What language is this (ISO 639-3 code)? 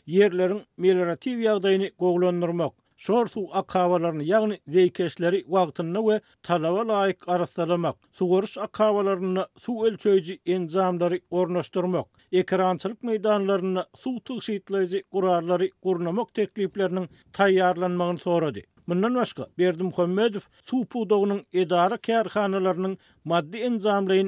tuk